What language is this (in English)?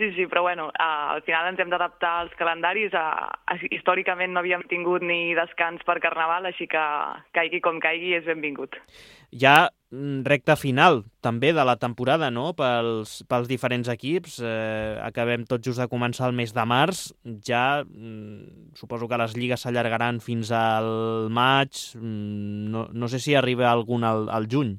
Catalan